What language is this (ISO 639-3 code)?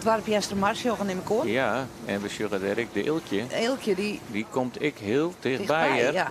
fry